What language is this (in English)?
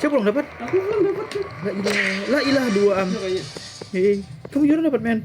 Banjar